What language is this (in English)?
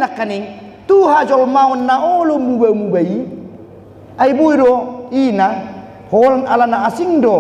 Batak Toba